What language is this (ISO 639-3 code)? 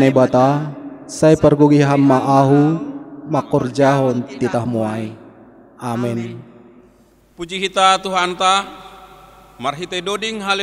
bts